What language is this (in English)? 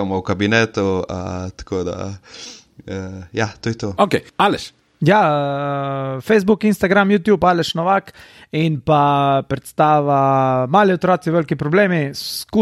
Slovenian